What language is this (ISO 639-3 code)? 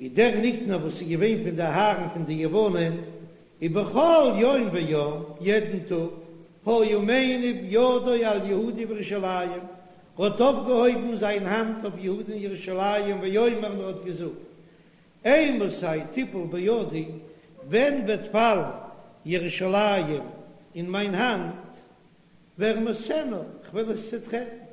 yid